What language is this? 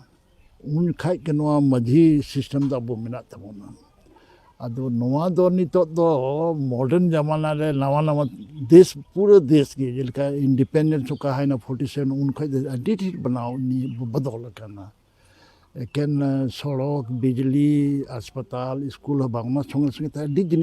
Santali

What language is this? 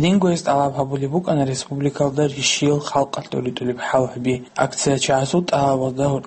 Avaric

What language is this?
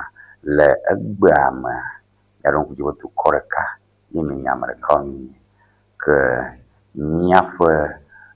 Ewe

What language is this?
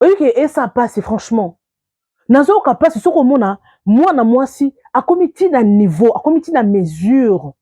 Lingala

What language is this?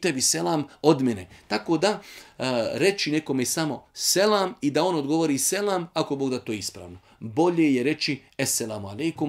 Bosnian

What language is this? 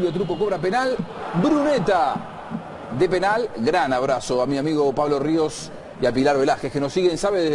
Spanish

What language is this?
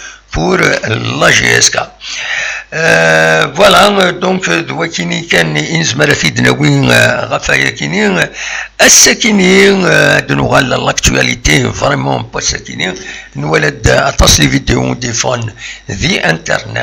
Kabyle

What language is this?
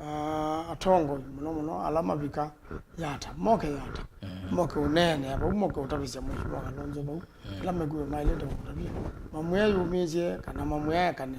Kamba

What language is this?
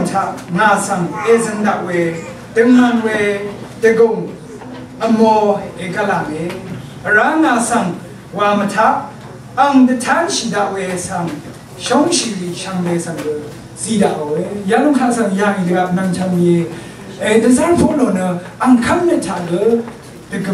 Rawang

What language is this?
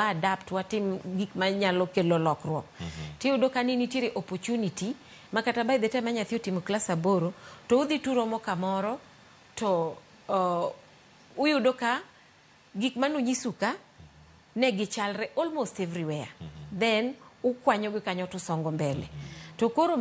Luo (Kenya and Tanzania)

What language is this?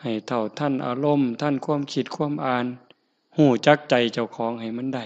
Northeastern Thai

